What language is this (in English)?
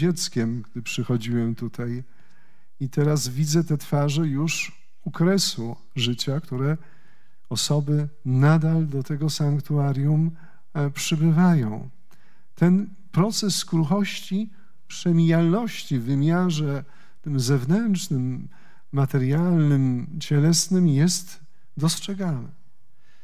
Polish